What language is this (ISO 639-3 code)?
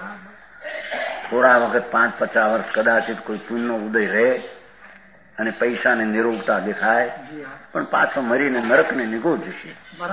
guj